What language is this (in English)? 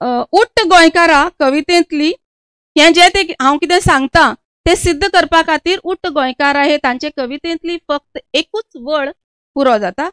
Konkani